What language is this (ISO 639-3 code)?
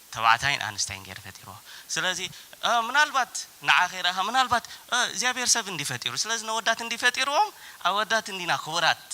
tir